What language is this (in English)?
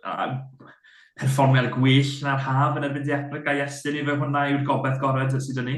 Welsh